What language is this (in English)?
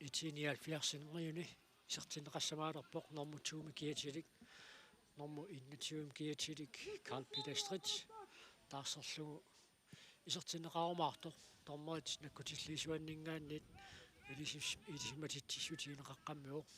Kalaallisut